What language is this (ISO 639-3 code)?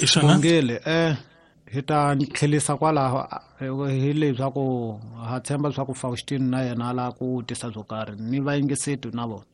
tso